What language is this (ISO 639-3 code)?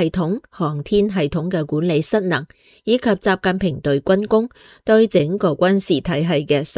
yue